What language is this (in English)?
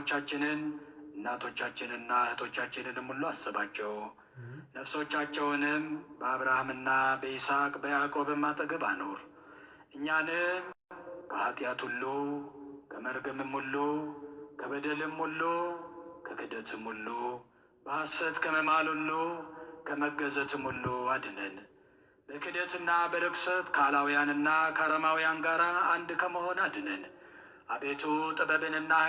Amharic